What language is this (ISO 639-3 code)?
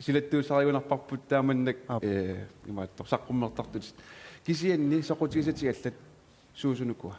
kal